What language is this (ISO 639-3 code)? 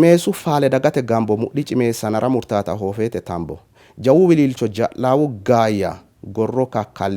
sid